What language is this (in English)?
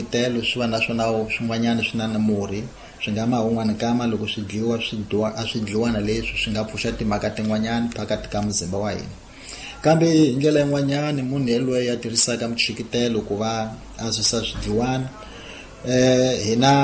Tsonga